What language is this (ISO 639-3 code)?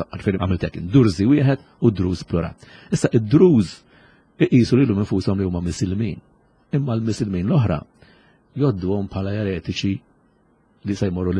mlt